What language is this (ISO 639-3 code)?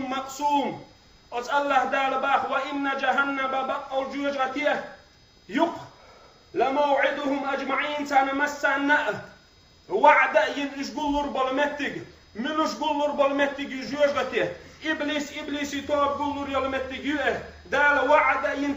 che